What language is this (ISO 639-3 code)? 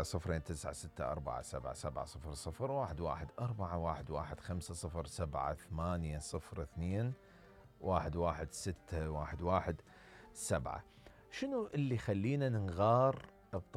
acm